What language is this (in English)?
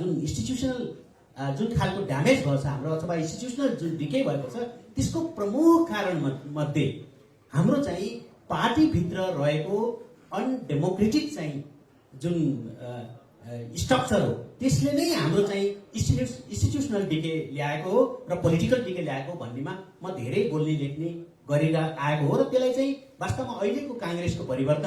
Nepali